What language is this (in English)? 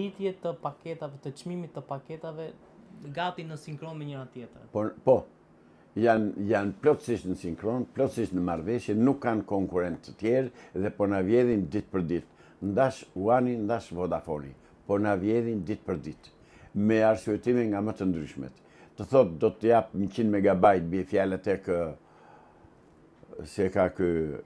Albanian